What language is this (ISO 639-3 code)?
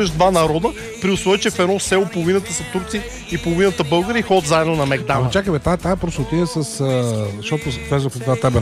bul